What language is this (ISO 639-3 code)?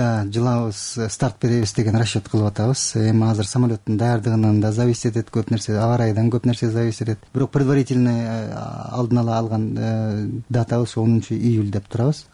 kir